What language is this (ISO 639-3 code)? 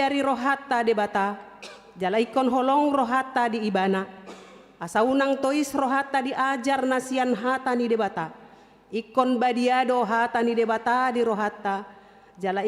bbc